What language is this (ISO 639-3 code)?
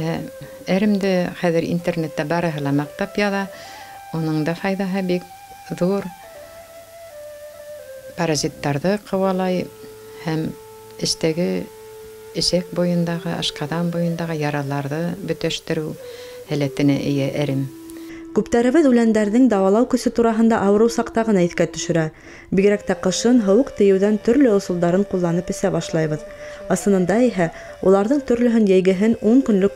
bak